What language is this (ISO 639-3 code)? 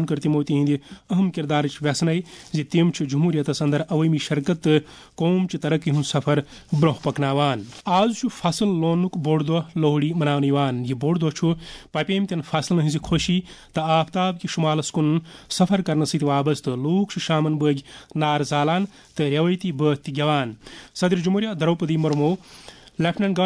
kas